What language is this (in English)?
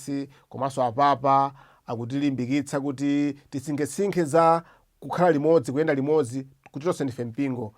Nyanja